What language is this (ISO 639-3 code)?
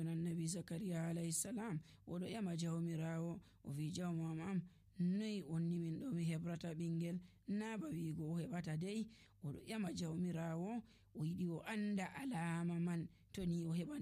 fuv